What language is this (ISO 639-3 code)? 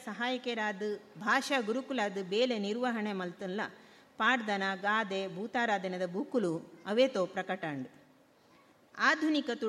tcy